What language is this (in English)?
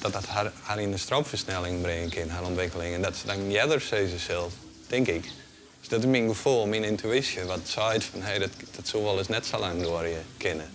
Western Frisian